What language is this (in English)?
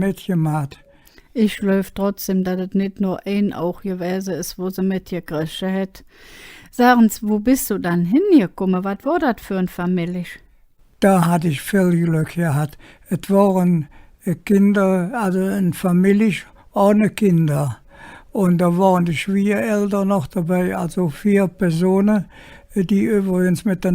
Colognian